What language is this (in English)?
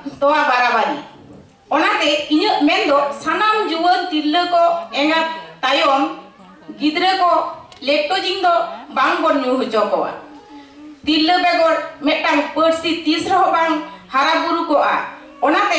Santali